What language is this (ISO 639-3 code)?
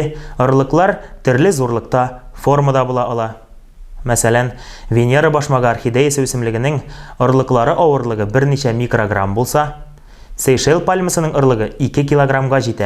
tat